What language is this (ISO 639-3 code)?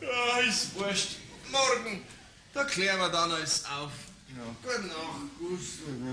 bar